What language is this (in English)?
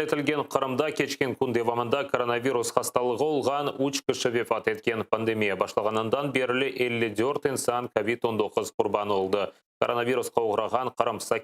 Crimean Tatar